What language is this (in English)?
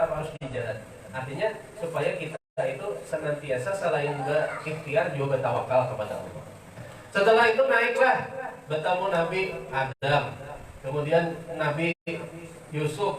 Banjar